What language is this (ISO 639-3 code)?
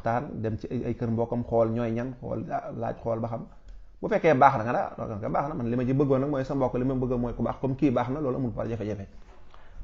wol